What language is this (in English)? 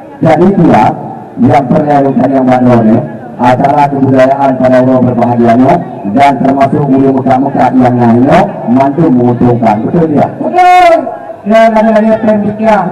Achinese